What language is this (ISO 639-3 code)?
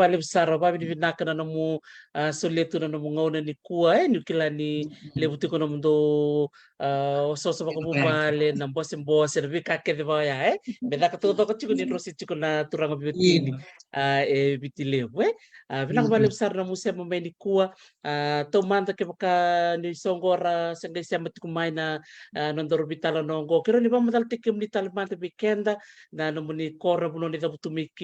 fij